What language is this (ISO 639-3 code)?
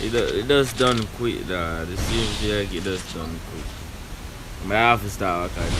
jam